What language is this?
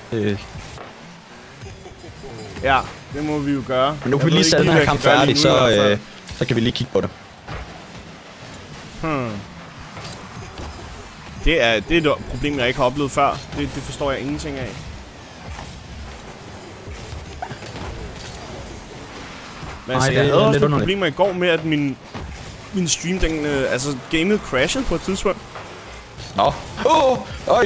Danish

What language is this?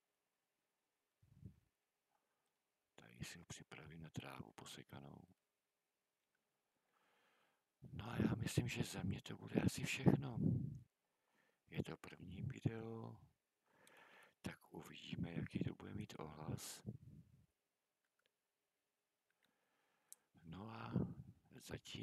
Czech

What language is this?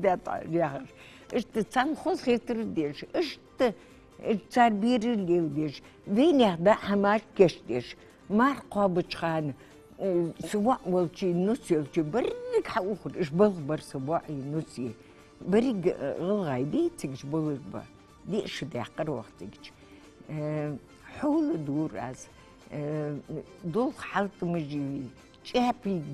Ingush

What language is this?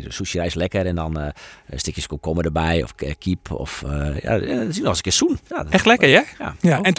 Western Frisian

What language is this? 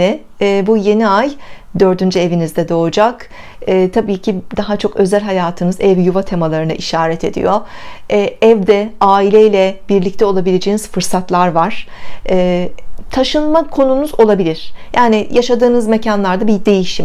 Turkish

